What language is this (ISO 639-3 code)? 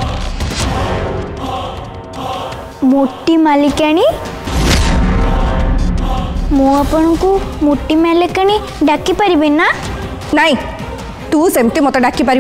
ori